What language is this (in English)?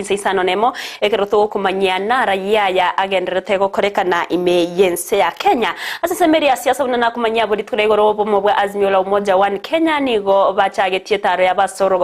Gusii